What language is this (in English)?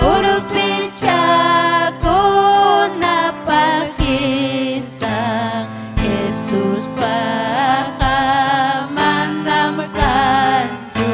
Ayacucho Quechua